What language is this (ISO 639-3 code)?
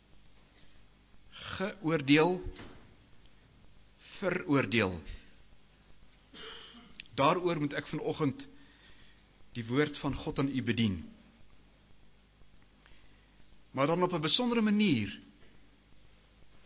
afr